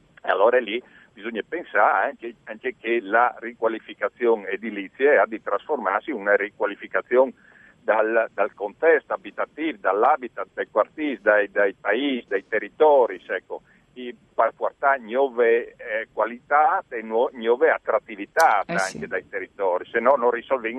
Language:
Friulian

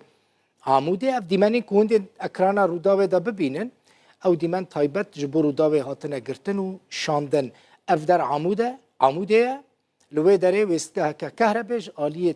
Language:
Kurdish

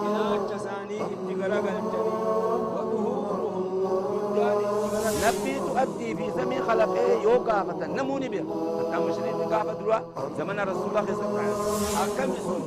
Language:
Oromo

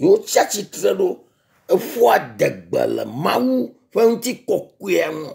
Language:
Ewe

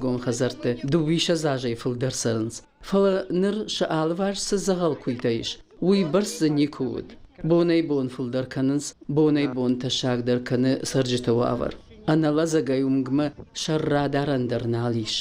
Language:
Ossetic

